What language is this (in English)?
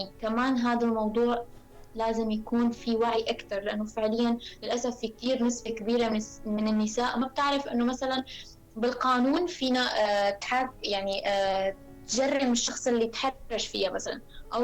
North Levantine Arabic